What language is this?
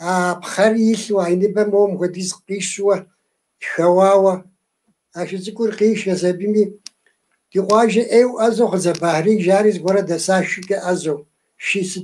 Kabardian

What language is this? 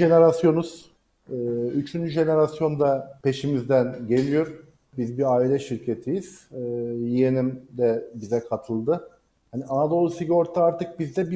Turkish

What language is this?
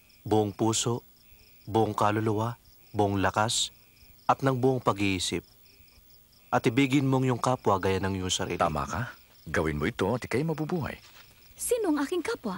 Filipino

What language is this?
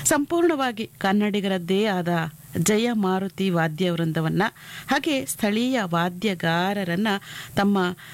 Kannada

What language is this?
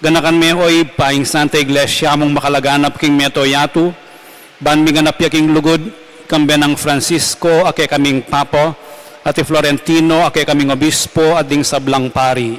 Pampanga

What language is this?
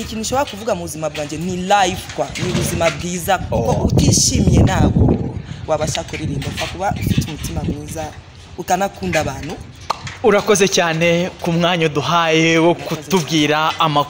Kinyarwanda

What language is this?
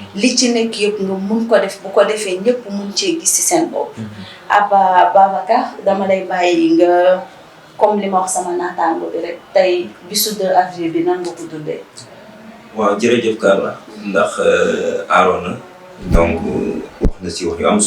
Wolof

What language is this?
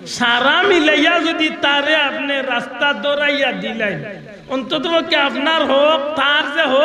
Sylheti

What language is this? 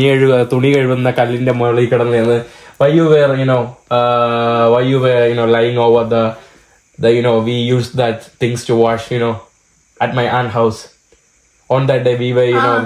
Malayalam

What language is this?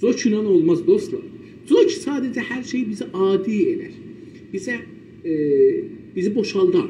South Azerbaijani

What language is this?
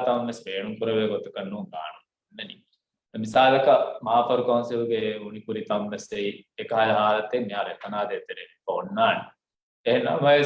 Divehi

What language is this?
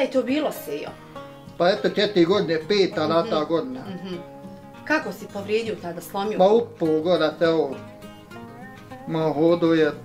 Bosnian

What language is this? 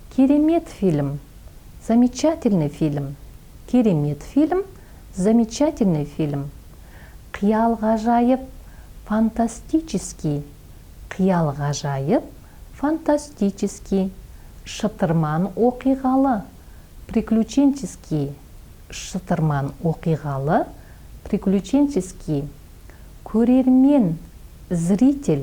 Kazakh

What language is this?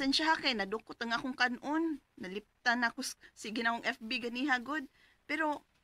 Cebuano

